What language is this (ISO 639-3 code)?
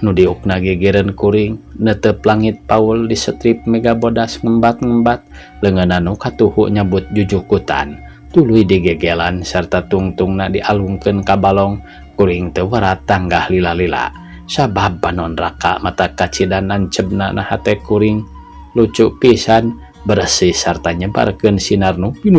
sun